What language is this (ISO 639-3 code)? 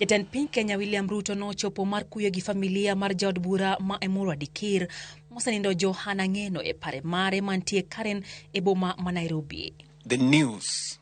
luo